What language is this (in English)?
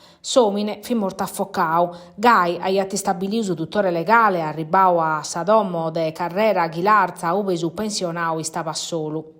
Sardinian